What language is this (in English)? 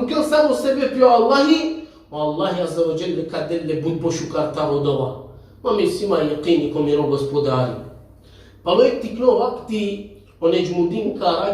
Balkan Romani